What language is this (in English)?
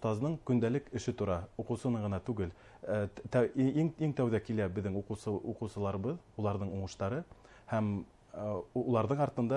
Bashkir